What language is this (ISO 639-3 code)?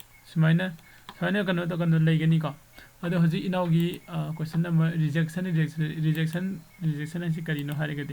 mni